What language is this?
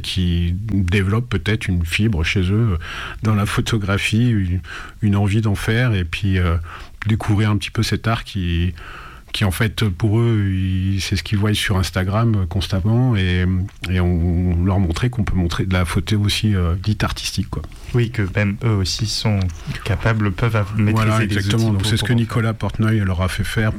French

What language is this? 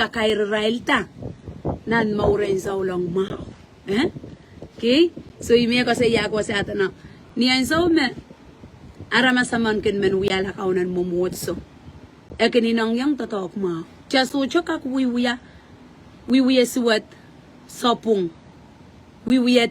Pohnpeian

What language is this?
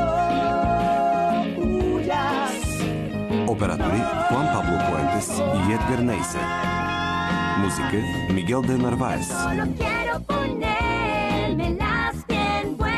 Bulgarian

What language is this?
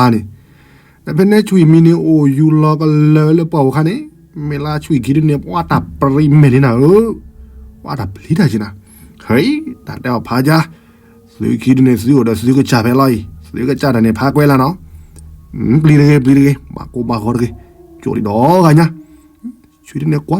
S'gaw Karen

